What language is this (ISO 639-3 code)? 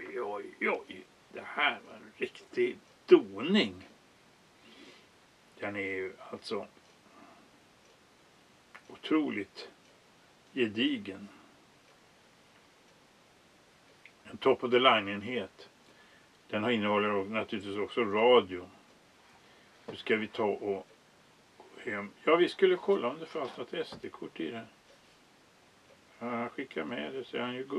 swe